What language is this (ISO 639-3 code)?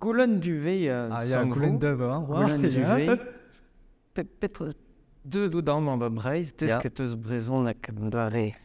bre